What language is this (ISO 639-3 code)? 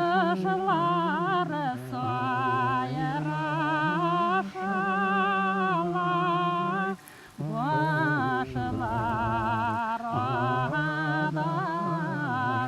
bak